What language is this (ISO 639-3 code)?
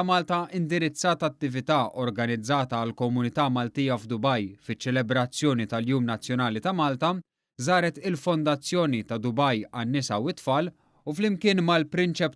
mlt